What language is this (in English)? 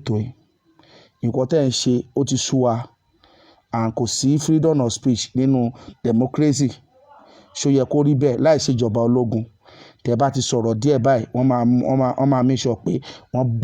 Yoruba